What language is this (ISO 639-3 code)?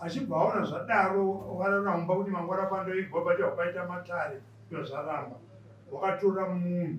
sna